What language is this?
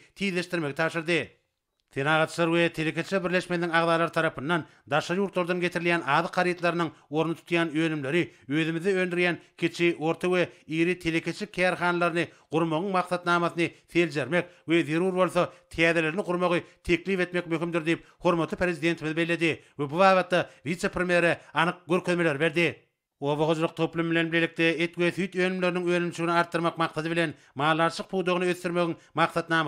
Turkmen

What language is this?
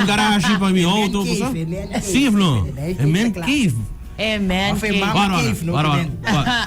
Papiamento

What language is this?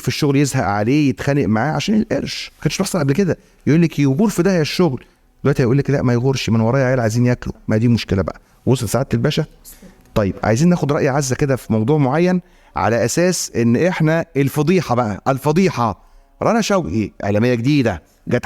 Egyptian Arabic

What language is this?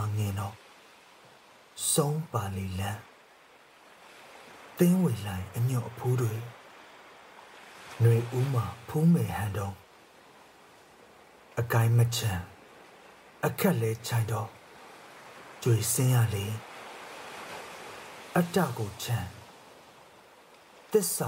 Burmese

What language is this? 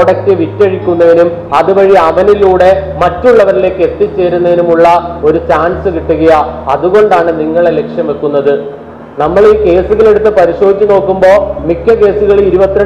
Malayalam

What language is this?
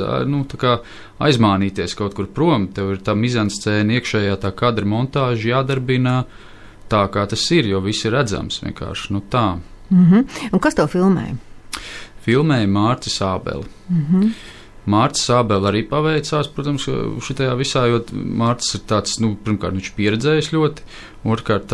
Latvian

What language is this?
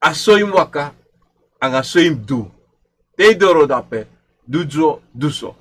Sranan Tongo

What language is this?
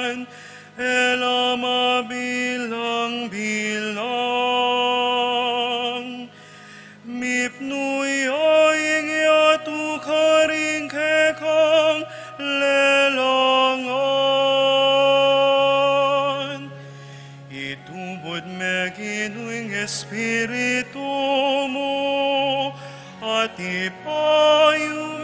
Pampanga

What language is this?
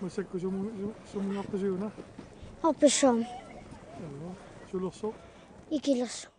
Kalaallisut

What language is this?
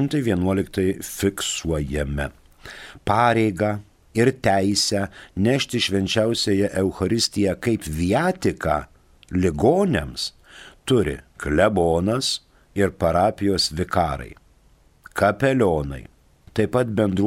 Lithuanian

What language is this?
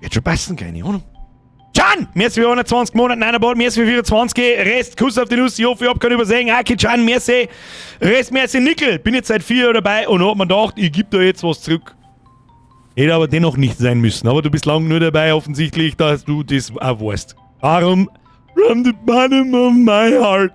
Bavarian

